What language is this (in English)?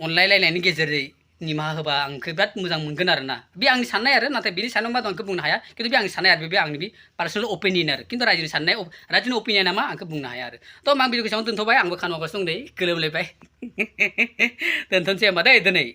Bodo